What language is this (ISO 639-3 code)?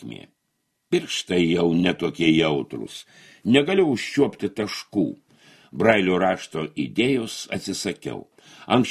lit